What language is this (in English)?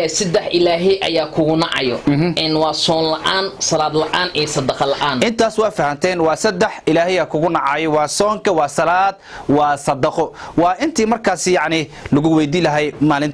Somali